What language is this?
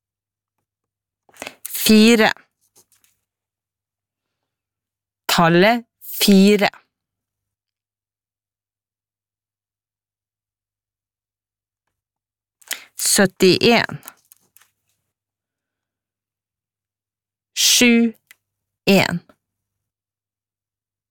Norwegian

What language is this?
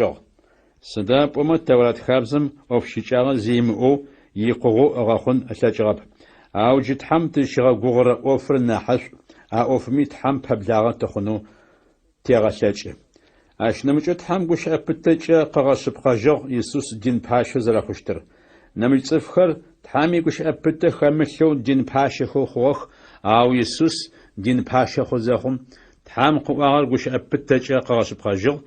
Adyghe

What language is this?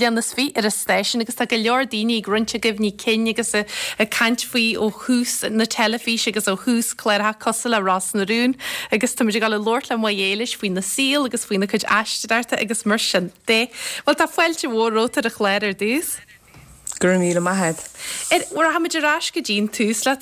Irish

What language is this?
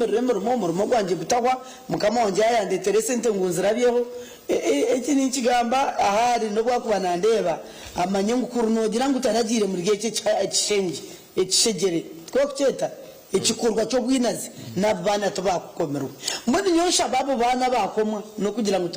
Nyankole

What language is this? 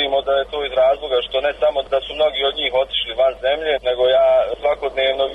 Bosnian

